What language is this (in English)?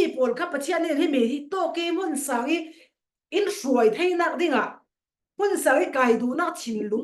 Falam Chin